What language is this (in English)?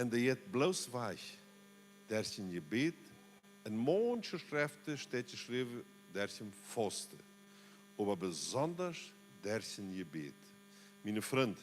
Plautdietsch